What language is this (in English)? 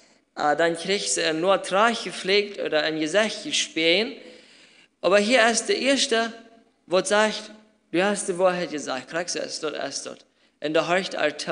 Plautdietsch